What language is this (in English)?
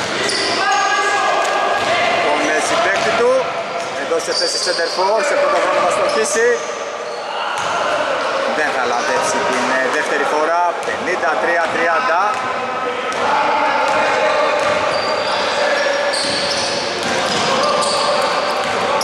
Greek